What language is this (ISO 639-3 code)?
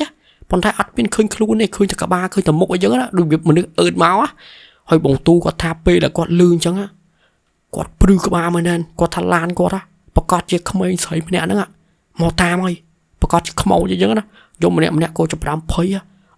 khm